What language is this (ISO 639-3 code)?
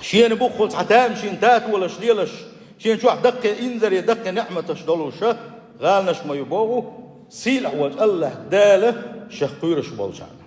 che